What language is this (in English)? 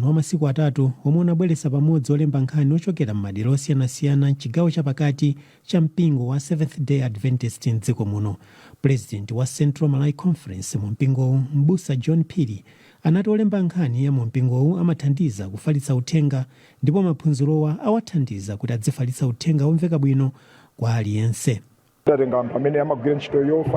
Nyanja